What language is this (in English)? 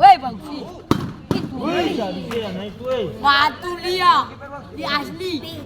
Ambonese Malay